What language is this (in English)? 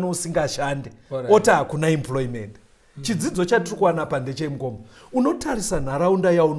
Shona